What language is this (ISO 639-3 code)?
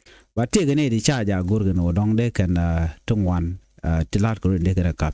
nus